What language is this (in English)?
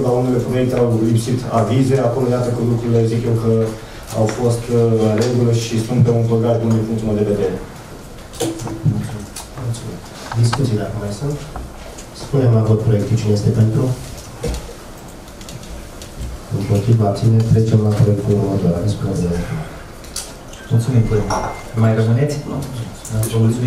Romanian